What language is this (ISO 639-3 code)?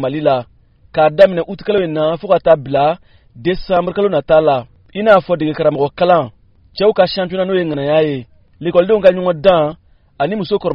bam